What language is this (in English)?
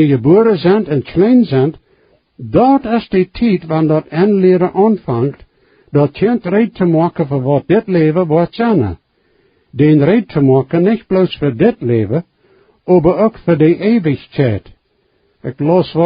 Plautdietsch